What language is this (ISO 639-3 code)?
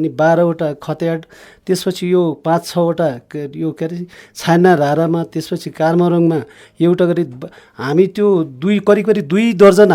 nep